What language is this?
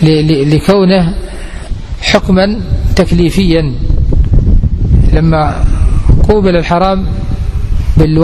Arabic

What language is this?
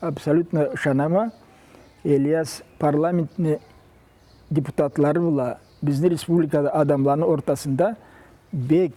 Karachay-Balkar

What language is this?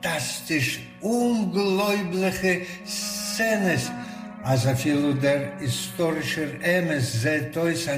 Yiddish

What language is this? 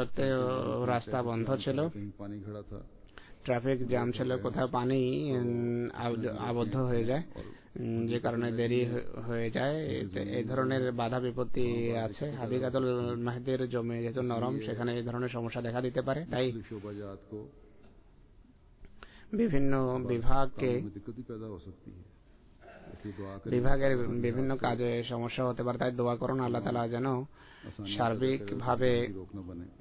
Bangla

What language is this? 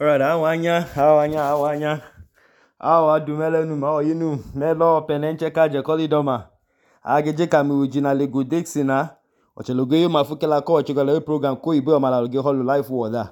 Idoma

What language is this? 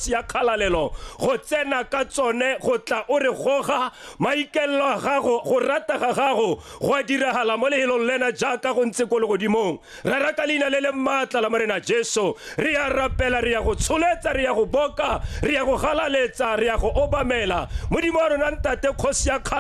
Tswana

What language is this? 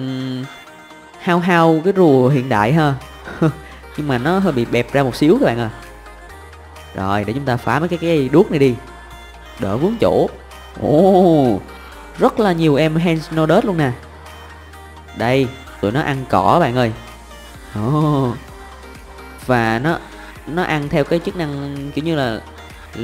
Vietnamese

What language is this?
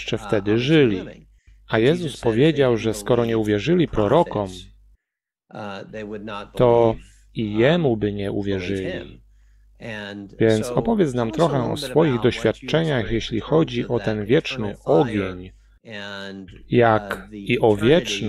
Polish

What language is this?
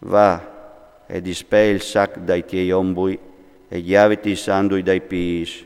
Friulian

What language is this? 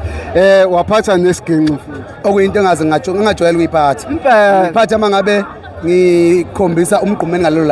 Zulu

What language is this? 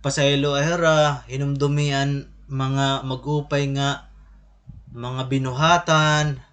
Waray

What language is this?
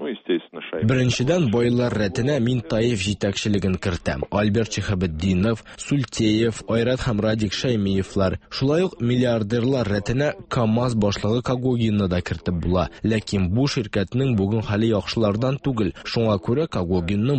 Tatar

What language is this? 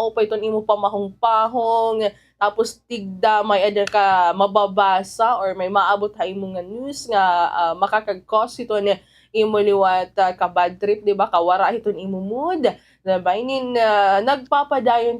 Waray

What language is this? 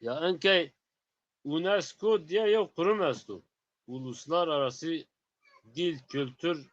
Zaza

